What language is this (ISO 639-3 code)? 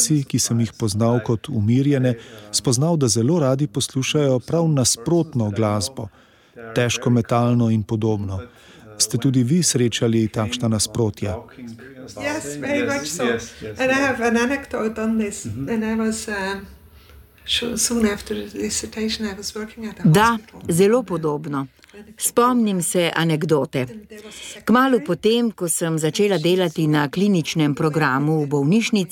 slv